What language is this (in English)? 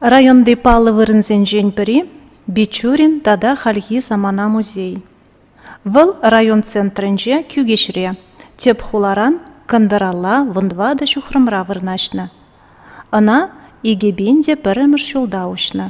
Chuvash